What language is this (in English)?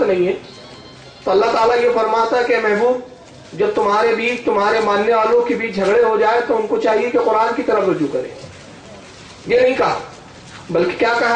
Urdu